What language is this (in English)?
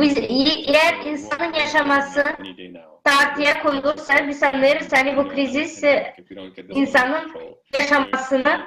Gagauz